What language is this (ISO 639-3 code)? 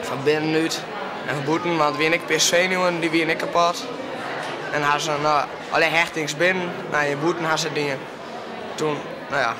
fry